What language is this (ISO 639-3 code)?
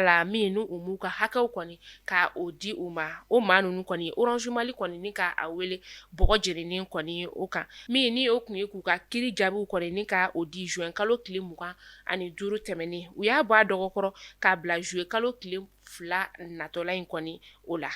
bam